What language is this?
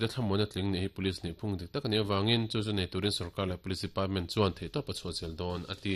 Mizo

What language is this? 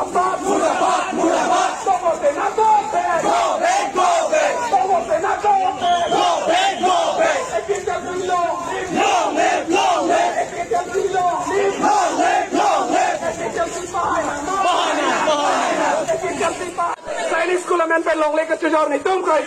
Karbi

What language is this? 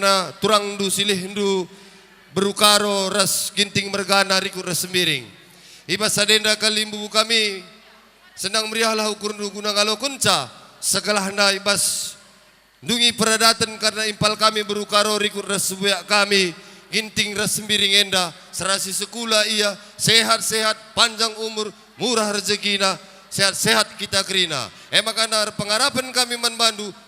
Batak Karo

